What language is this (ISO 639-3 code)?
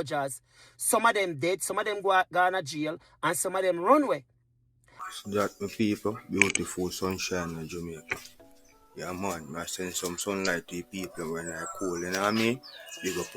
jam